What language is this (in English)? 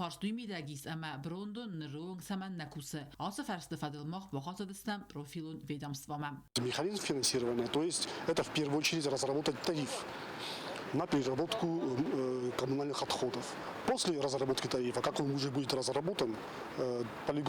Ossetic